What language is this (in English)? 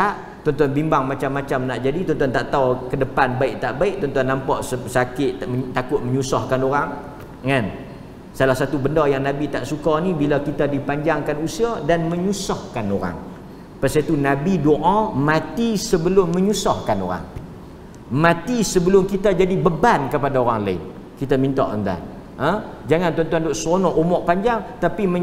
Malay